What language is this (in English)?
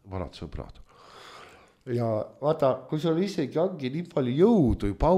Estonian